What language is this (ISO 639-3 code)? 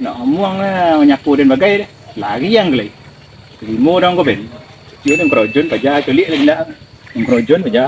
min